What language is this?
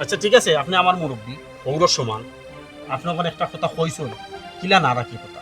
Sylheti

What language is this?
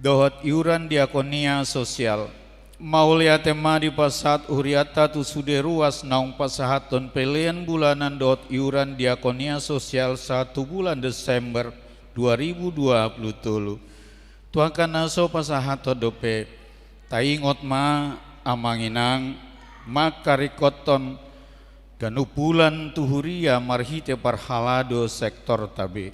Batak Toba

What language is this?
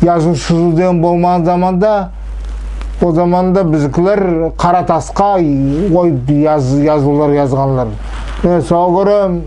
Nogai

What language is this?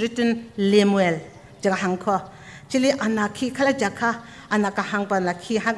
Tangkhul Naga (India)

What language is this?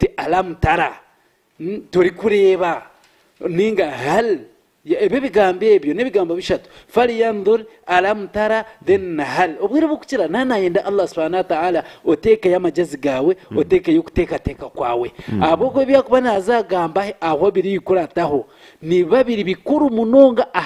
Nyankole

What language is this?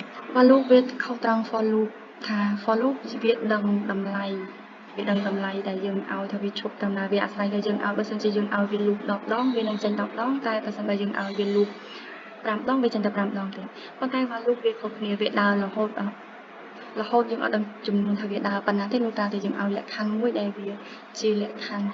Khmer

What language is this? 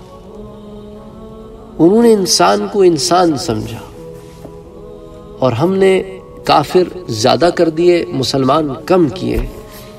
Urdu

